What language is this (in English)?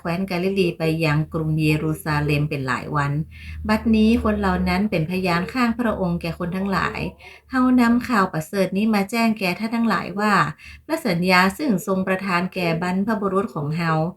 Northern Thai